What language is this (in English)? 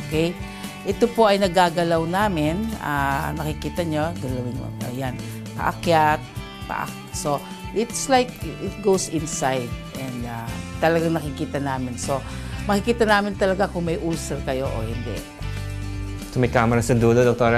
Filipino